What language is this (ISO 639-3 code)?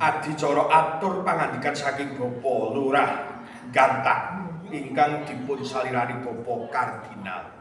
jav